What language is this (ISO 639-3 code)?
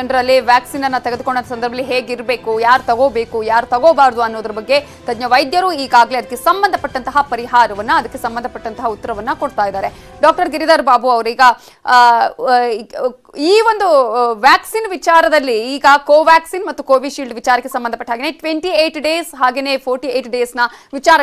kan